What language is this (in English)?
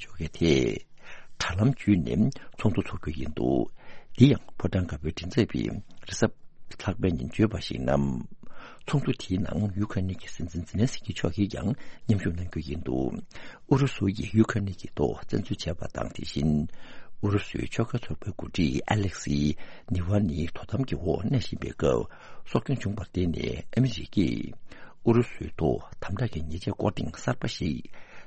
Tibetan